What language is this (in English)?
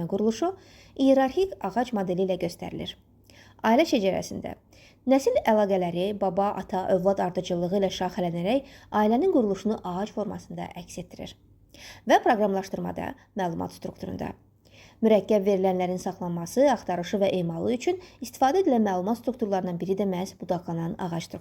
Azerbaijani